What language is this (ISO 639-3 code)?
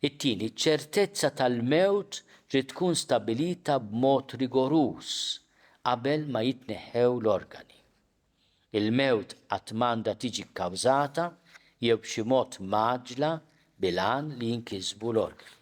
mlt